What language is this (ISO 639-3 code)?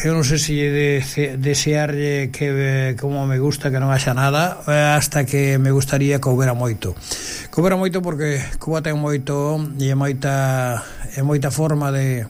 glg